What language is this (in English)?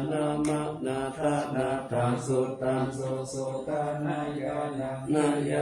Pali